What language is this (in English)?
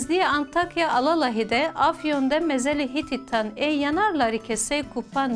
Kurdish